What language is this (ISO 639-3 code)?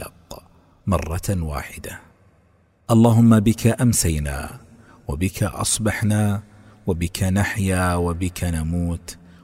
ara